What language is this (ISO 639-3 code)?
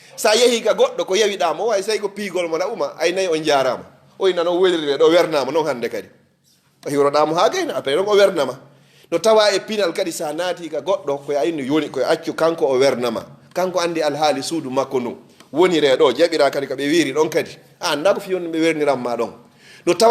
ful